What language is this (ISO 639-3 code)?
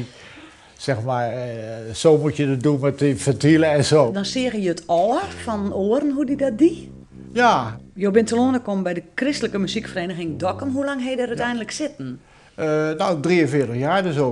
fry